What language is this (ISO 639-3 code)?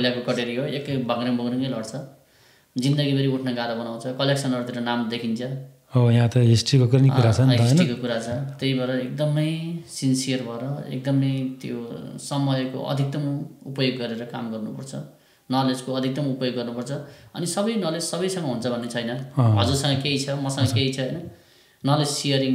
nep